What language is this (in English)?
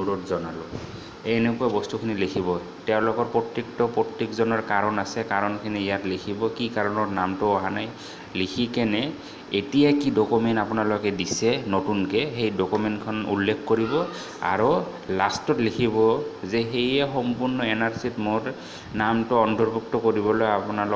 Assamese